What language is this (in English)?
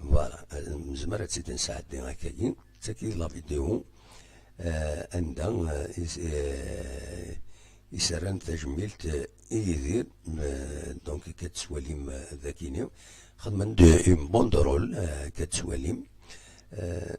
Kabyle